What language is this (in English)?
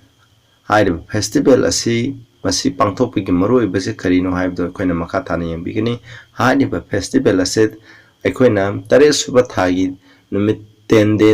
Manipuri